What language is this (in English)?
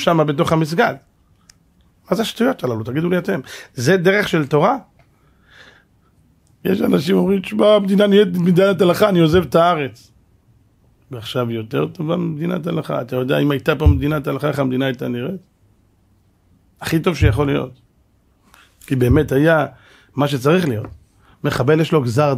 Hebrew